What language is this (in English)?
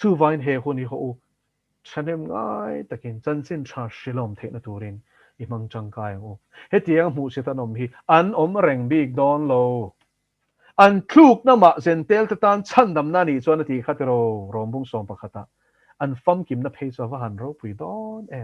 Mizo